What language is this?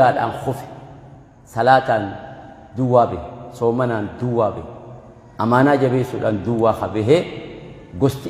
Oromo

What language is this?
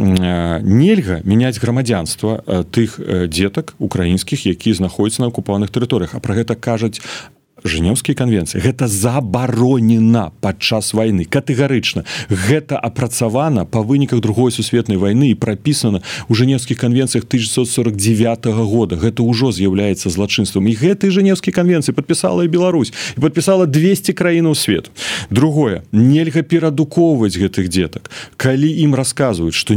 Belarusian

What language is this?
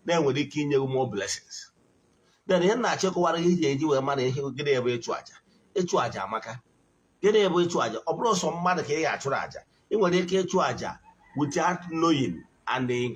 Igbo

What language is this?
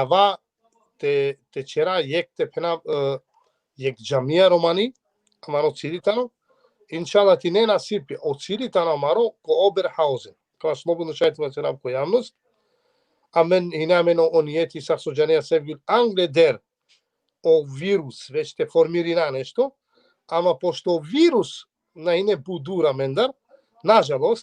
Balkan Romani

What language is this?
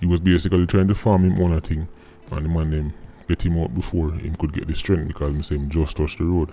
Jamaican Creole English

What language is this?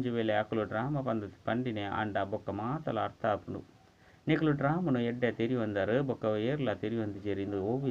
Tulu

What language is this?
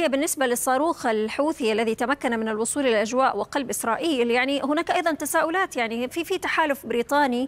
Arabic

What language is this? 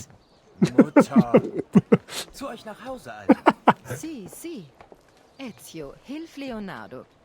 Bavarian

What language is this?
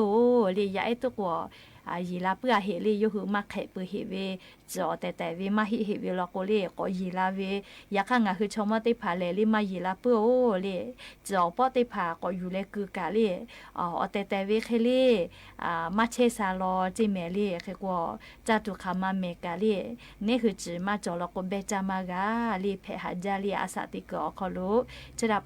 Lahu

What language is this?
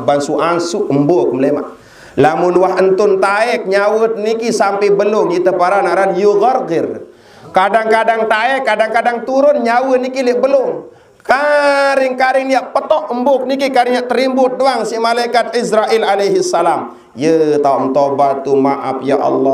Sasak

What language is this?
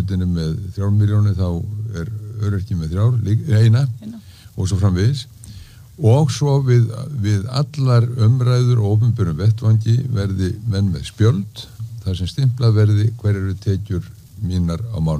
Icelandic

